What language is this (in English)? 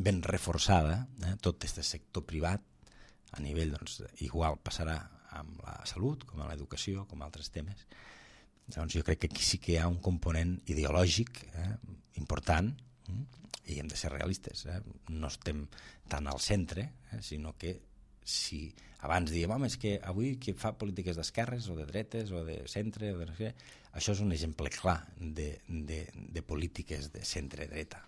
Catalan